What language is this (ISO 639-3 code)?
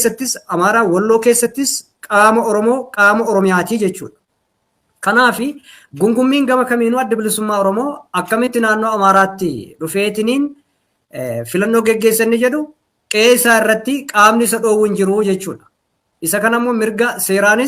orm